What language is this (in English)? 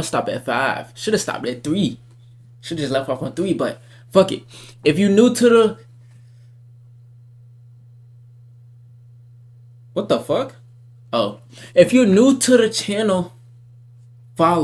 English